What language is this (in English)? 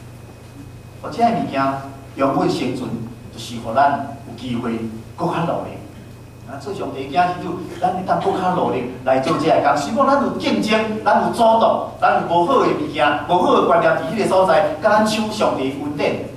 Min Nan Chinese